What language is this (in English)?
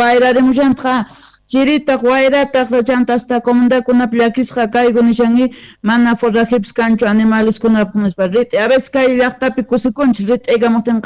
South Bolivian Quechua